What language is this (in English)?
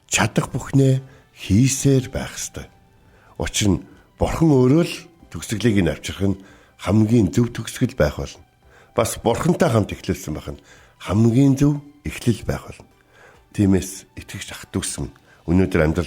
Mongolian